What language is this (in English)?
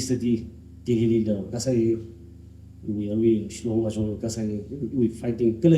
Tangkhul Naga (India)